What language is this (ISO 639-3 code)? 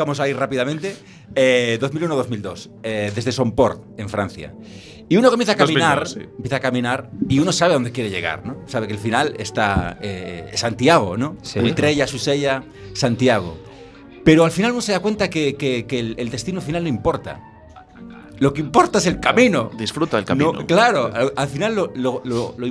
spa